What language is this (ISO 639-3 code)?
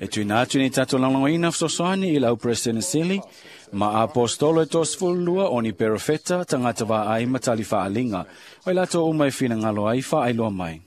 smo